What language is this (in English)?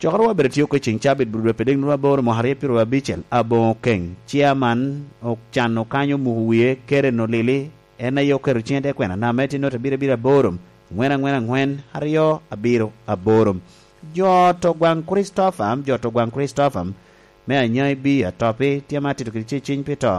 Lango (Uganda)